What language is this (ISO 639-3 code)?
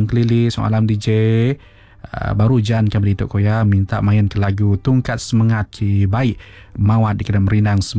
iba